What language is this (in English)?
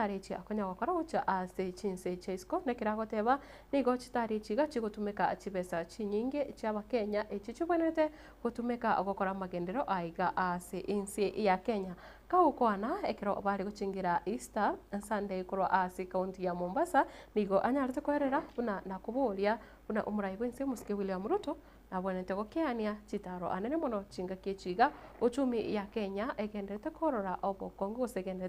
Gusii